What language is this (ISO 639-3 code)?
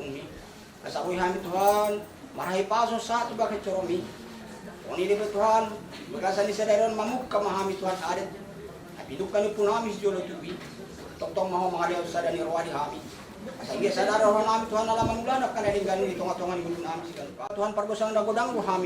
bbc